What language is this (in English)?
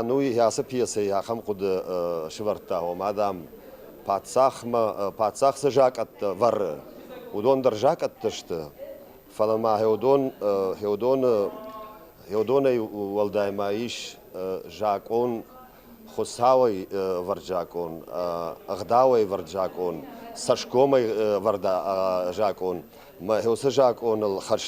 Ossetic